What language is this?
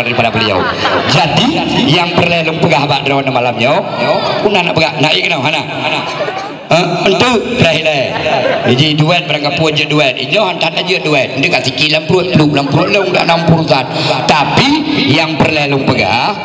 Achinese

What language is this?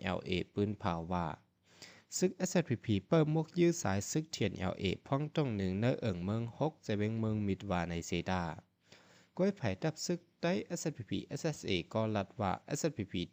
Shan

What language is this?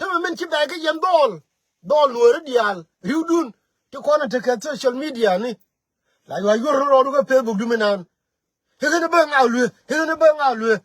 Nuer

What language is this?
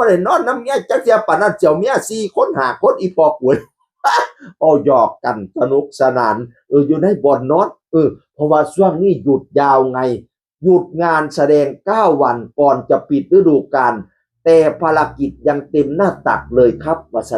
Northeastern Thai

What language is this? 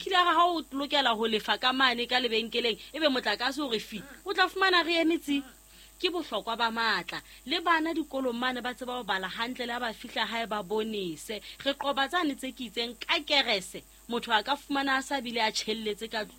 Southern Sotho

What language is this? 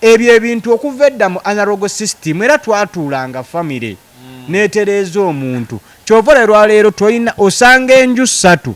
Ganda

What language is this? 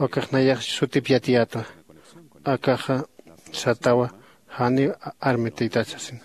Aymara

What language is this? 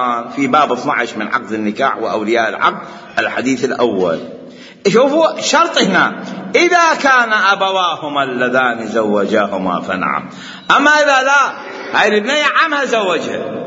Mesopotamian Arabic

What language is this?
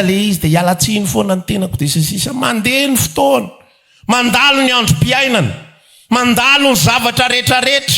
Malagasy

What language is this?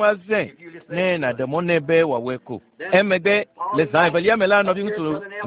Ewe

